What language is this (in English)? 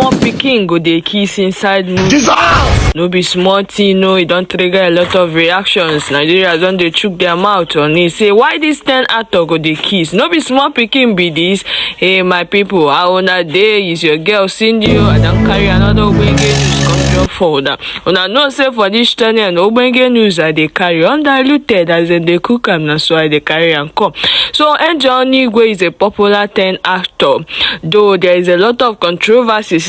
Nigerian Pidgin